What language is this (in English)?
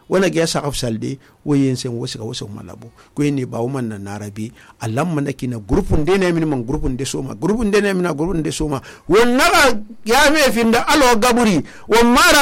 Susu